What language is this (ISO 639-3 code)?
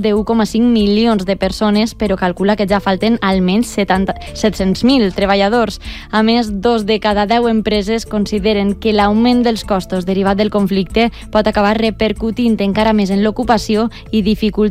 cat